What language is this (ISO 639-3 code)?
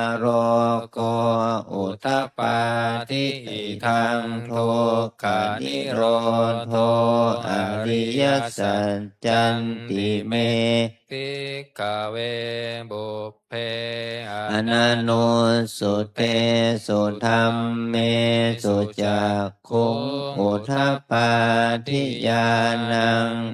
pli